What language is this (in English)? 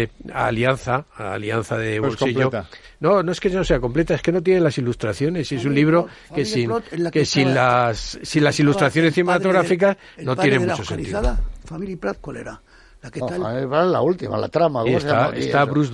Spanish